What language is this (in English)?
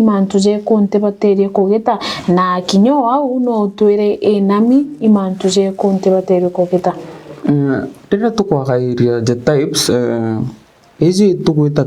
Meru